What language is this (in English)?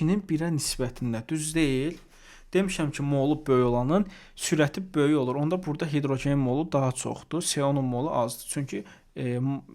Azerbaijani